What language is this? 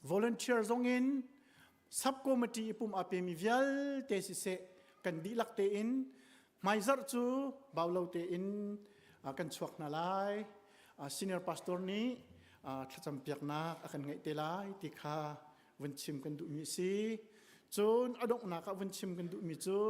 Hakha Chin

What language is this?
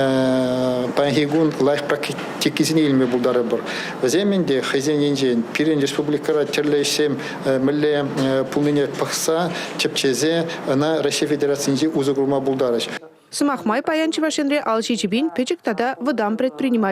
Chuvash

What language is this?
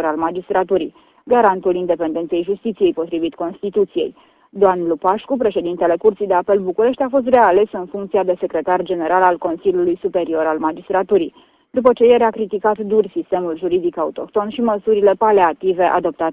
Romanian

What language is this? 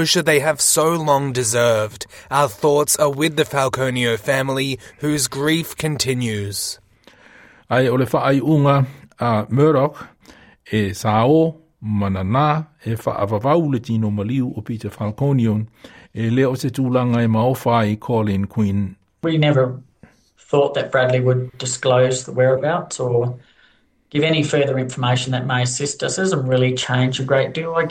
Samoan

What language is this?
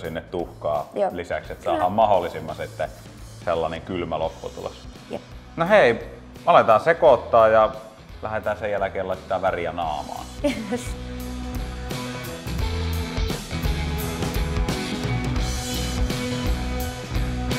Finnish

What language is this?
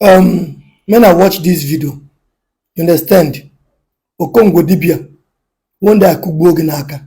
Igbo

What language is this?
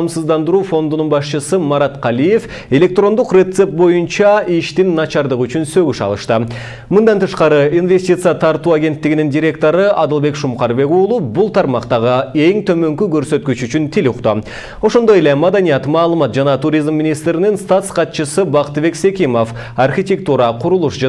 Kyrgyz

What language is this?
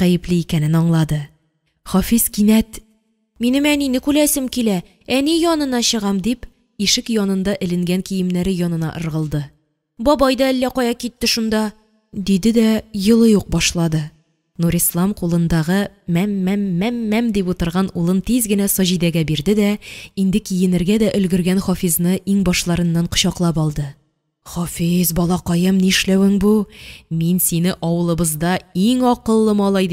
Tatar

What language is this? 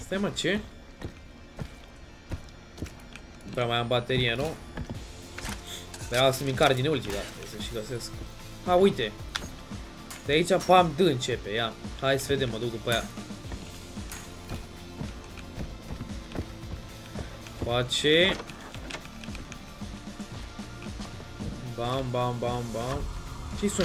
Romanian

